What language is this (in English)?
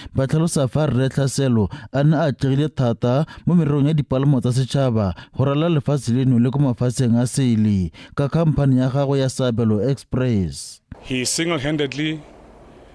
Tswana